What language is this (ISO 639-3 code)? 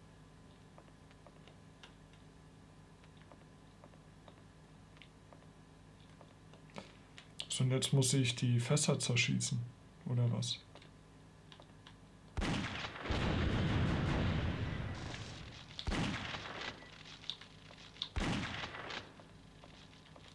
deu